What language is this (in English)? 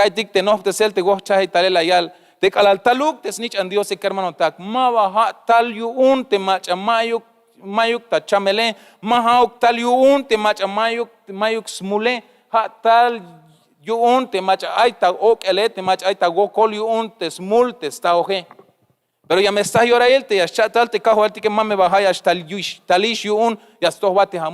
Tzeltal